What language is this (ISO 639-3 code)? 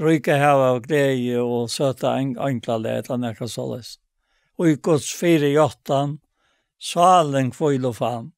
fao